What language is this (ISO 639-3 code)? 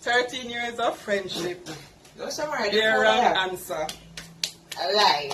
jam